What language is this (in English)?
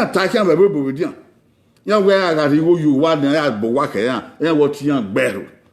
Bini